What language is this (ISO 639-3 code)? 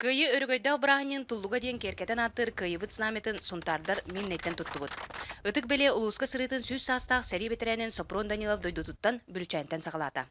sah